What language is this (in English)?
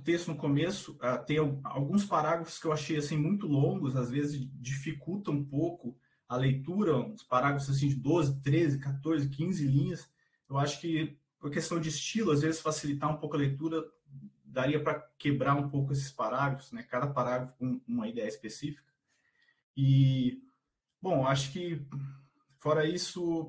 Portuguese